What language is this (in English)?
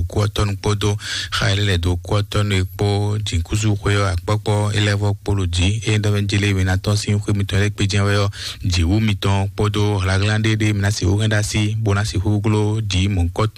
Fon